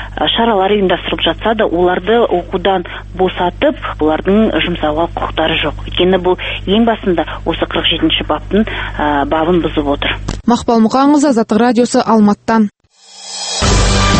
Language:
Kazakh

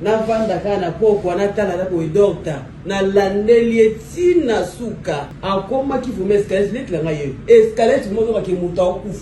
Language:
Lingala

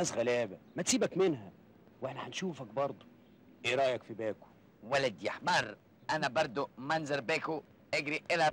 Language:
Egyptian Arabic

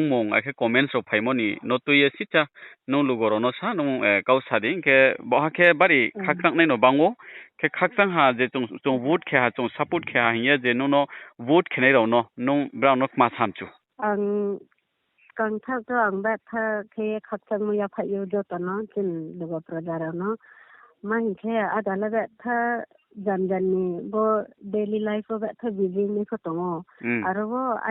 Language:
Riang (India)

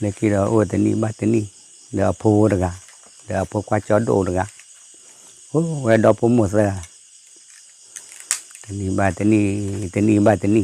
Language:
S'gaw Karen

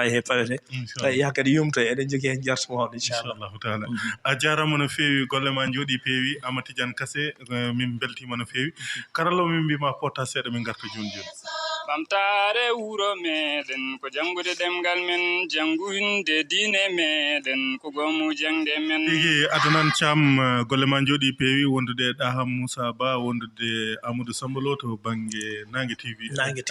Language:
Fula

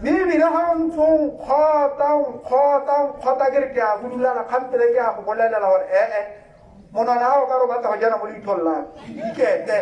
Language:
Tswana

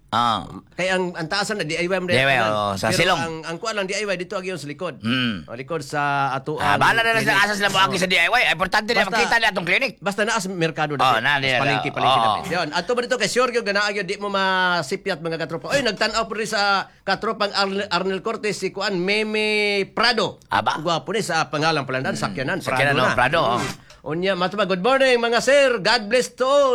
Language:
Cebuano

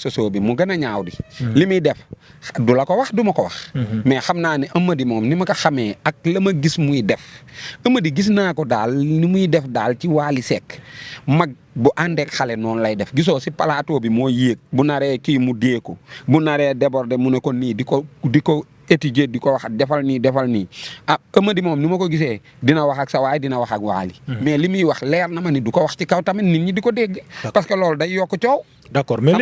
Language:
Wolof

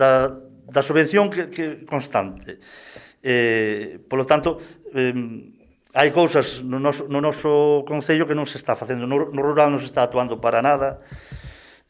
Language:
Galician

